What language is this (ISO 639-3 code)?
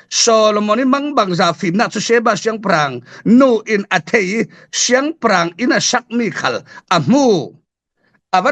cfm